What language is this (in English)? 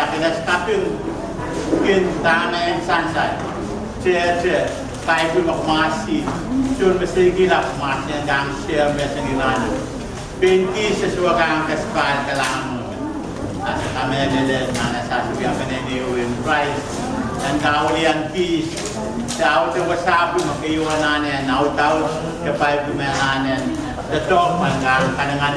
Pohnpeian